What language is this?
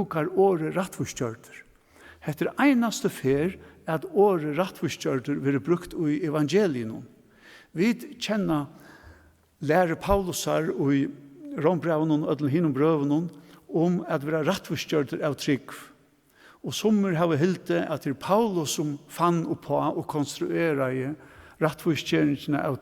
Faroese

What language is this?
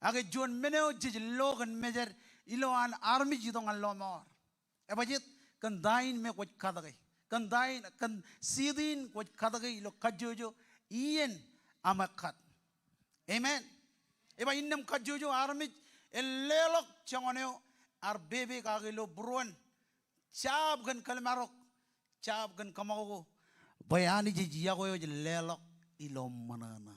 Marshallese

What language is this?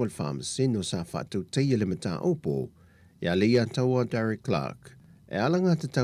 Samoan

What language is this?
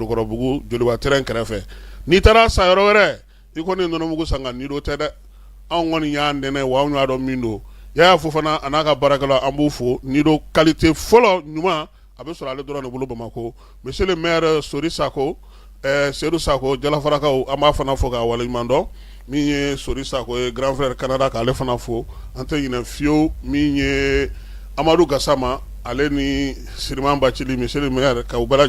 Bambara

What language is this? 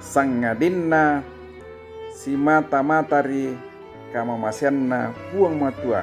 Toraja-Sa'dan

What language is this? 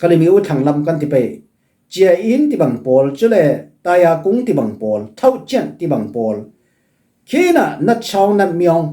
Falam Chin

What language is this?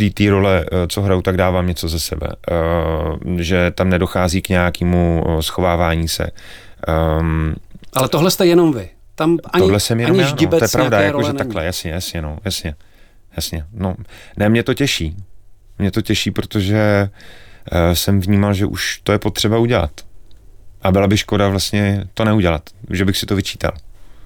Czech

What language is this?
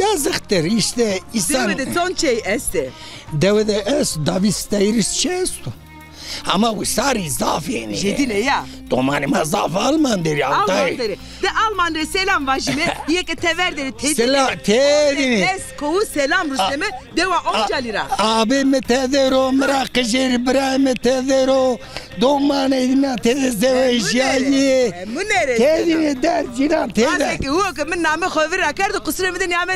Zaza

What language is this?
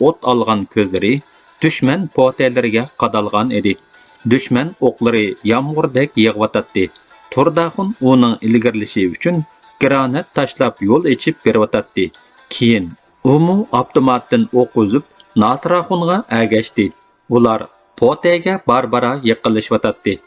Uyghur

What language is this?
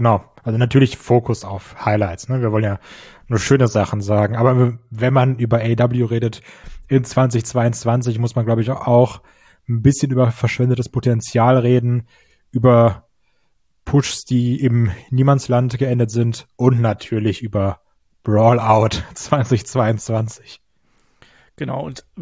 German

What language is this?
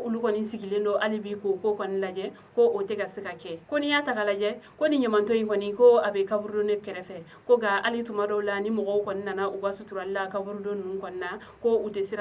Bambara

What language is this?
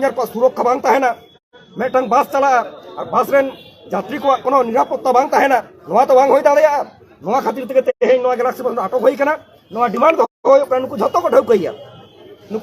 Santali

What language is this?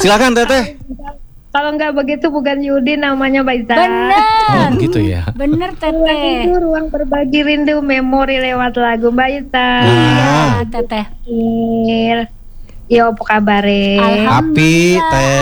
Indonesian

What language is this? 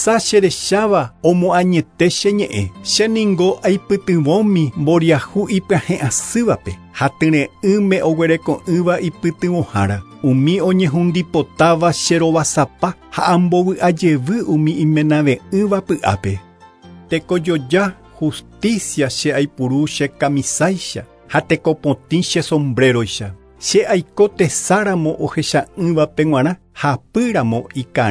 Guarani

